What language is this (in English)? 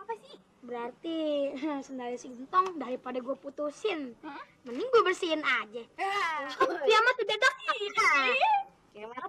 Betawi